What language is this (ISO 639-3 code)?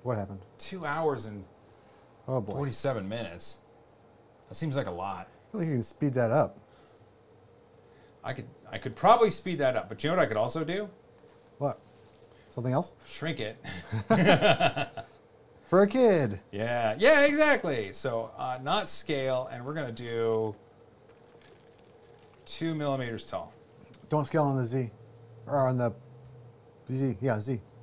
eng